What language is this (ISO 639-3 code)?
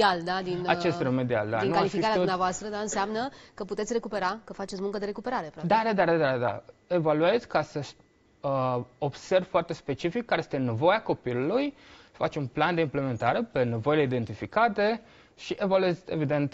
ron